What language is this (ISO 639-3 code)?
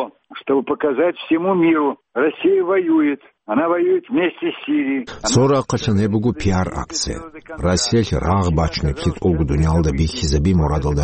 ava